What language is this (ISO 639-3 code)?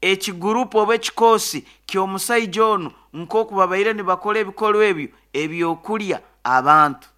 nyo